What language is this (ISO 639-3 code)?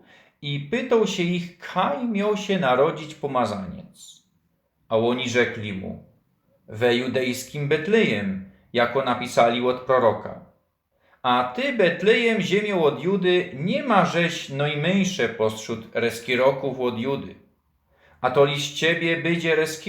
szl